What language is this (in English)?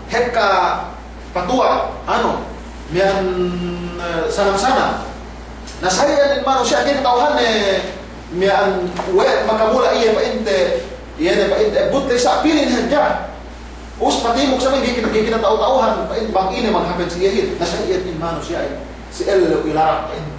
Yakan